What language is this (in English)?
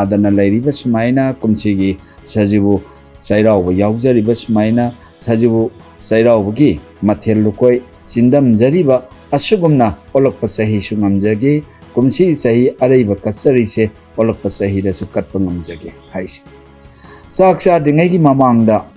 Manipuri